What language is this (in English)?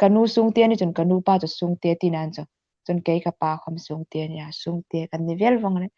Hmar